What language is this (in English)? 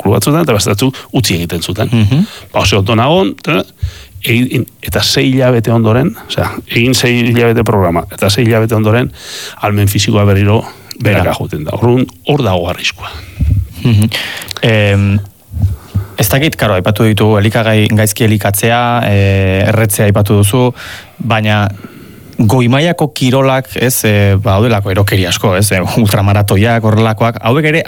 Basque